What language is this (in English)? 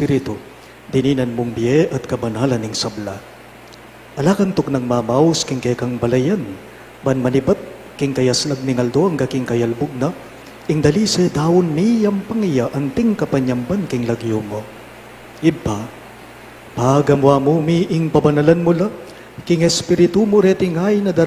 Pampanga